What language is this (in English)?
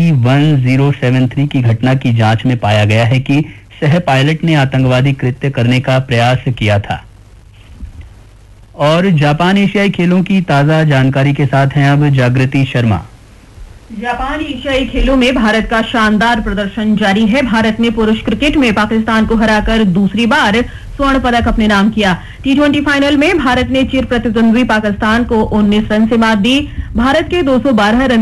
Hindi